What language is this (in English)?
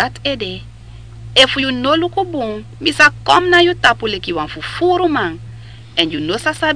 Sranan Tongo